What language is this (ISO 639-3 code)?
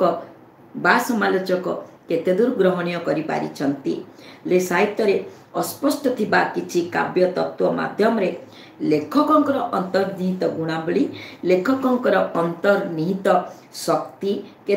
ori